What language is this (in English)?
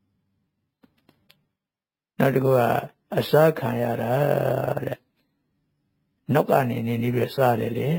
Burmese